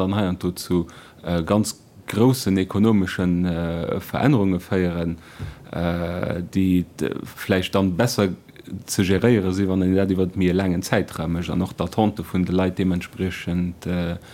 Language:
Luxembourgish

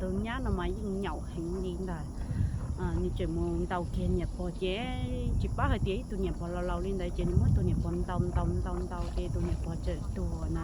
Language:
Hmong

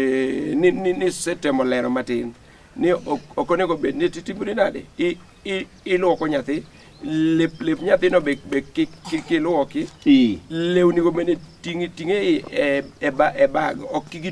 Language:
Luo (Kenya and Tanzania)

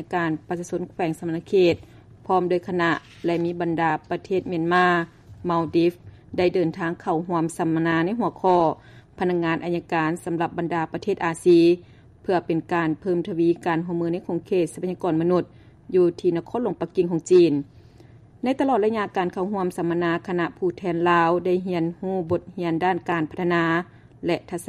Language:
Lao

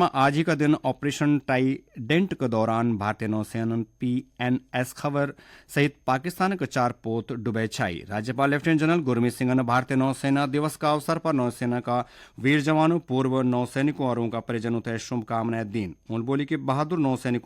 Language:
Garhwali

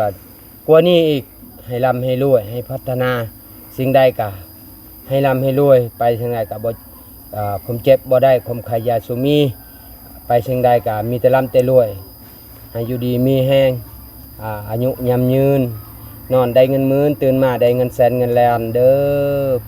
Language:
Lao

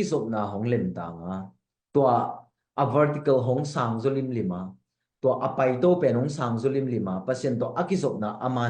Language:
Tedim Chin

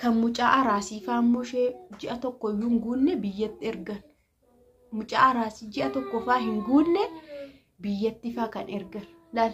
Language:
Oromo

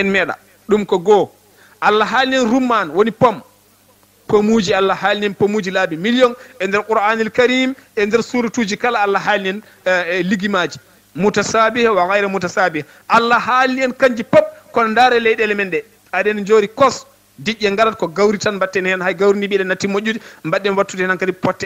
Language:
Fula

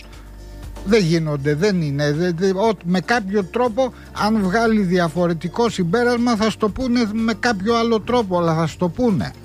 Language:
Greek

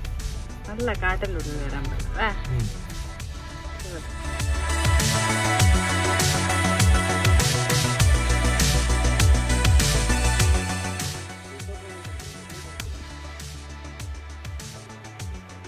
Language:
Malayalam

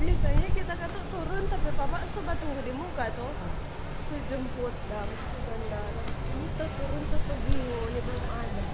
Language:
Manado Malay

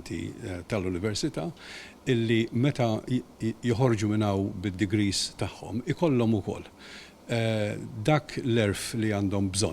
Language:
Maltese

